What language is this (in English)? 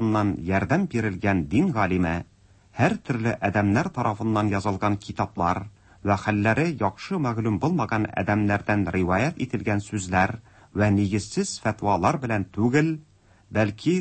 Tatar